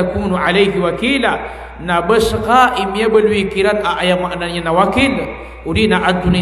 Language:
Maranao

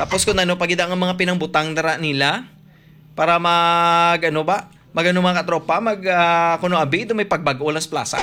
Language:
Hiligaynon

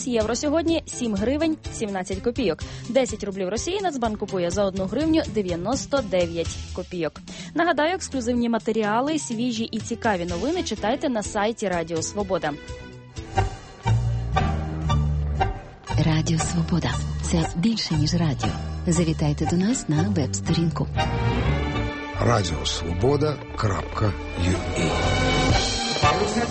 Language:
Ukrainian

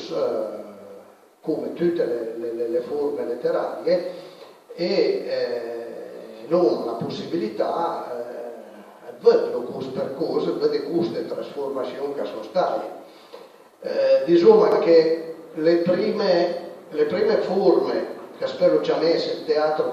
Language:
Piedmontese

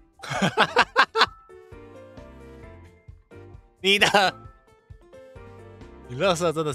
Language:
Chinese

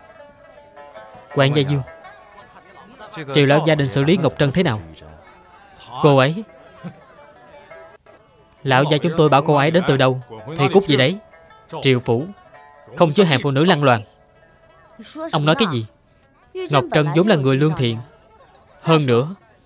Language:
Vietnamese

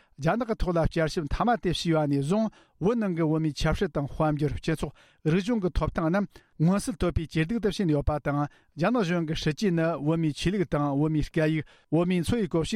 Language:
Tibetan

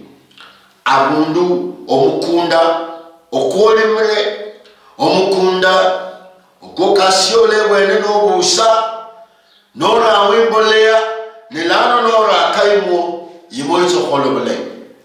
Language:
Luyia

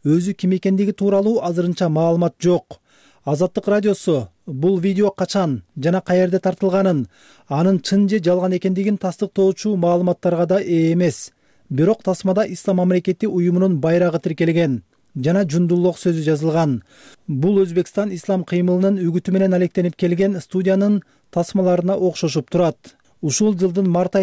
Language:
Kyrgyz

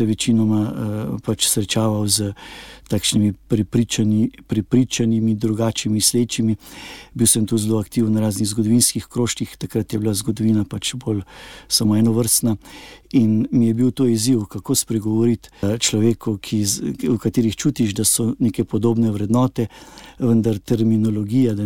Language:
Slovenian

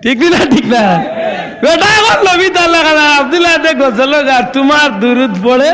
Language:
Sylheti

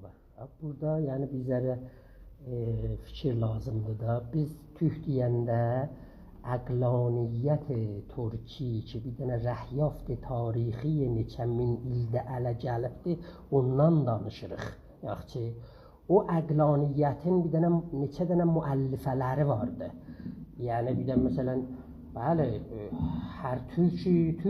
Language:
South Azerbaijani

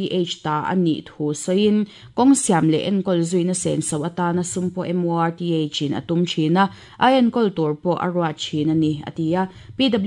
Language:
Mizo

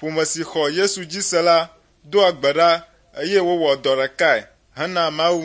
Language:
Ewe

